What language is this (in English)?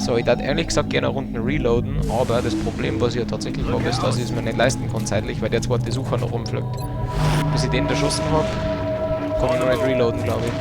Bavarian